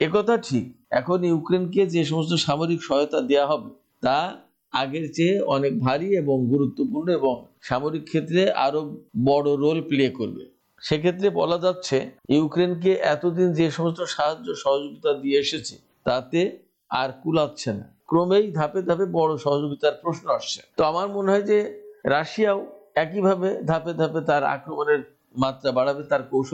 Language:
Bangla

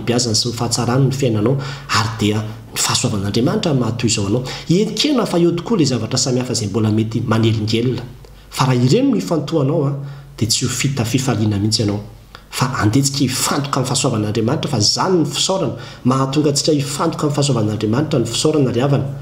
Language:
Malagasy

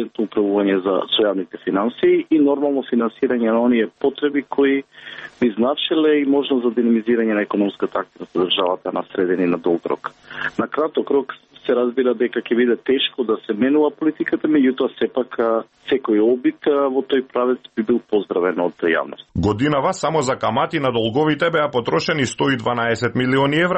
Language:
Macedonian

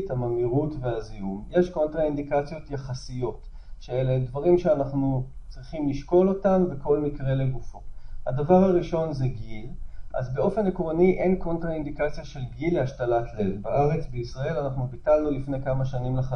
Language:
Hebrew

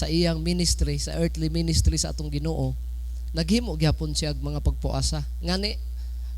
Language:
Cebuano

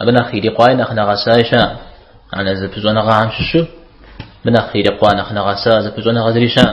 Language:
Kabardian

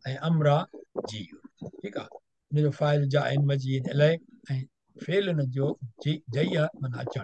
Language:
Sindhi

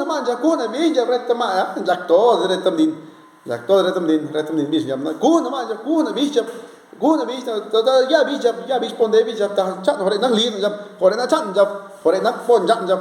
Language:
Zapotec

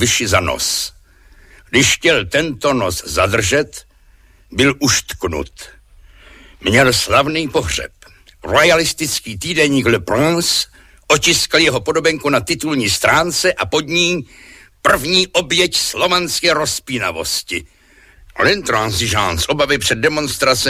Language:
Czech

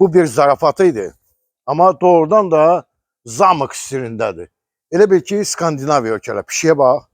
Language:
Azerbaijani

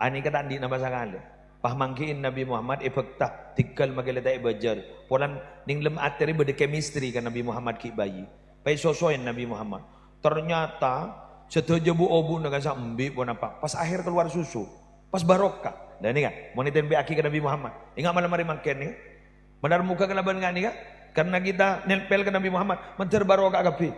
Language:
Madurese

